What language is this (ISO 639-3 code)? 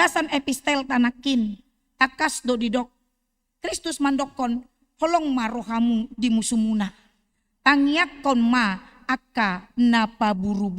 bbc